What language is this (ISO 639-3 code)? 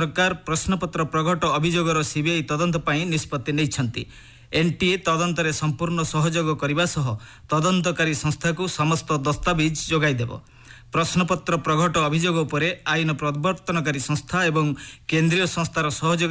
ori